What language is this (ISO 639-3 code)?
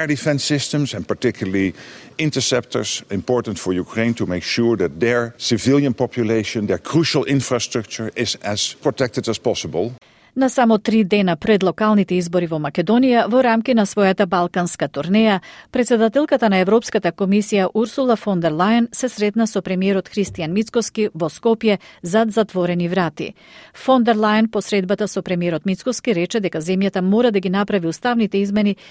mkd